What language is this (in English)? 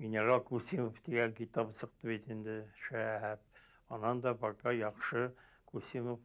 Bashkir